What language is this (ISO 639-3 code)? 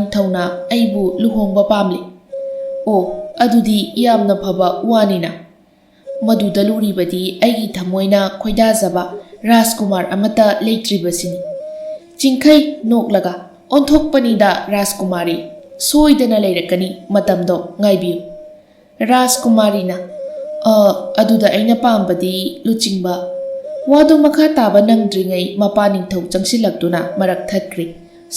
mni